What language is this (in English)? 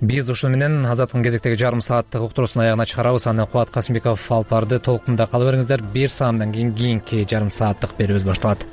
Kyrgyz